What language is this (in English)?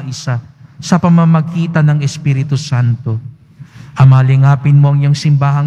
Filipino